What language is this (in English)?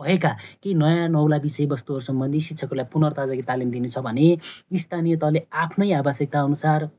Nepali